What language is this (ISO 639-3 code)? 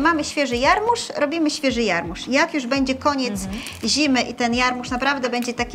pol